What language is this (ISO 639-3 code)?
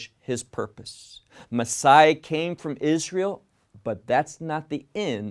eng